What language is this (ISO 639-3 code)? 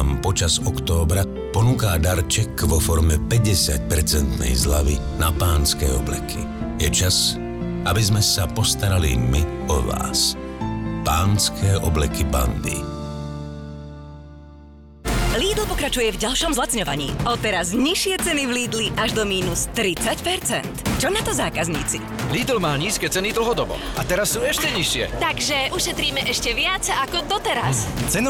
slk